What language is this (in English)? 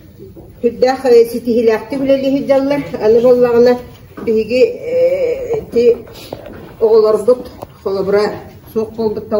Yakut